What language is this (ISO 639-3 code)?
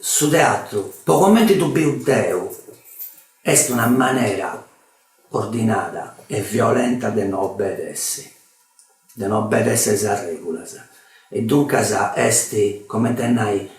srd